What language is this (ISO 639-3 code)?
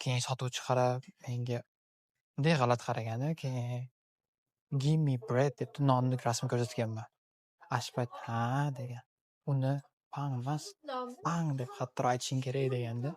uzb